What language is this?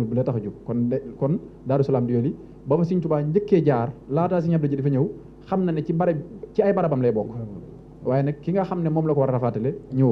Wolof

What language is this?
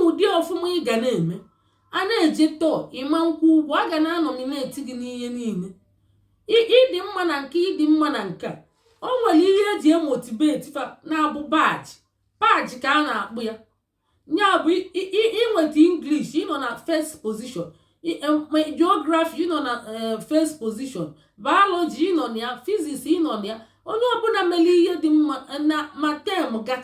Igbo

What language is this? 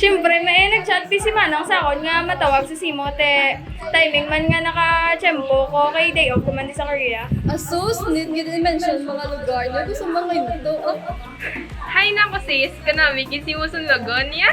Hiligaynon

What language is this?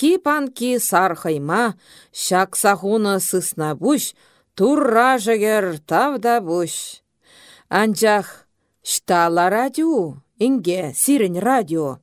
Chuvash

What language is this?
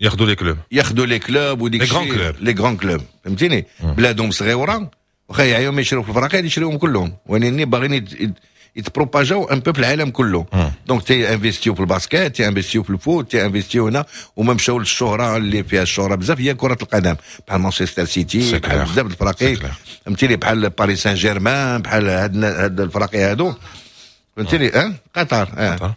Moroccan Arabic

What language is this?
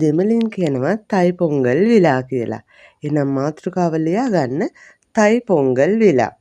Sinhala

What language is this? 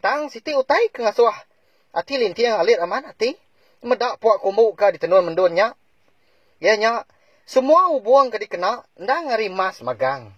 Iban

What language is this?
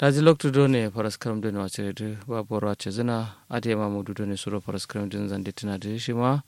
Kanuri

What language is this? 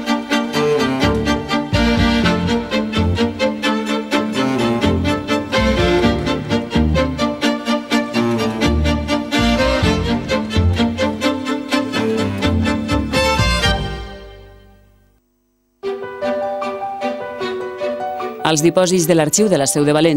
Catalan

